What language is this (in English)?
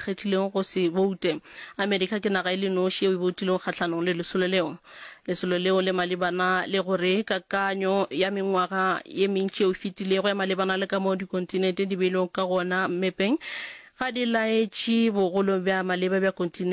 Northern Sotho